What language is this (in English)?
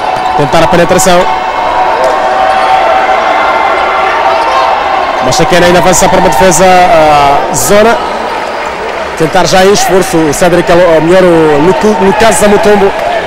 Portuguese